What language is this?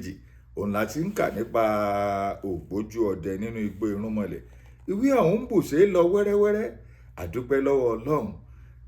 Yoruba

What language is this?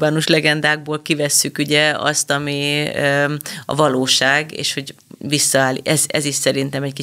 Hungarian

